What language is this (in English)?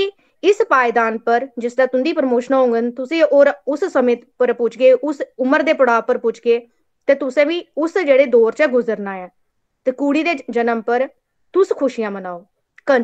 Dogri